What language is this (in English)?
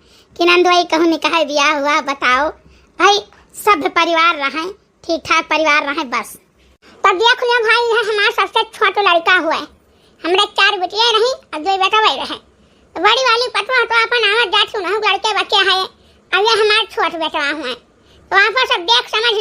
Awadhi